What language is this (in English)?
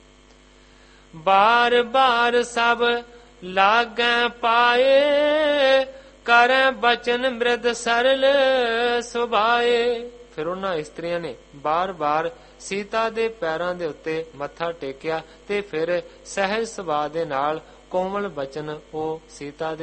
Punjabi